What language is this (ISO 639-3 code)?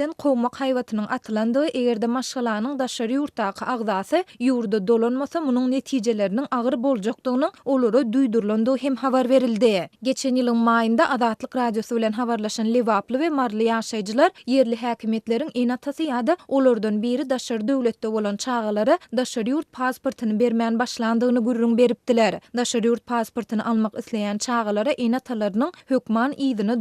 tuk